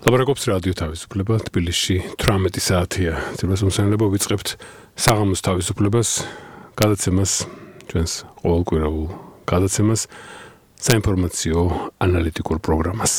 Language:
Georgian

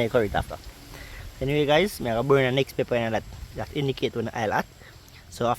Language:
Jamaican Creole English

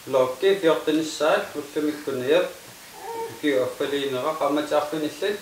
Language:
Kalaallisut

